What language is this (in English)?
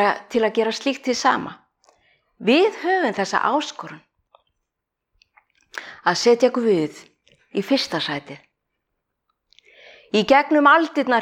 Icelandic